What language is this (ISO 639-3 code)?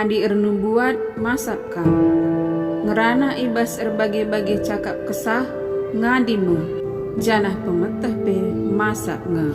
btx